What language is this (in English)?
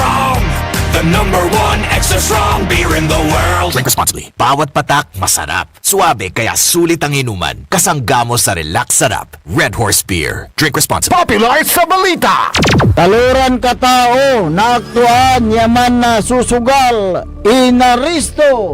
Pangasinan